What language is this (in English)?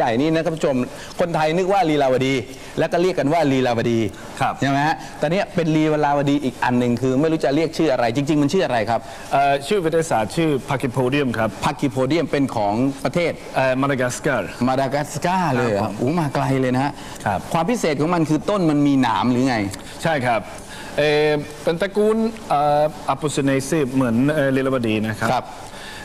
Thai